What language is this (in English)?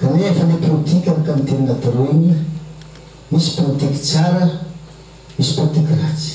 Malagasy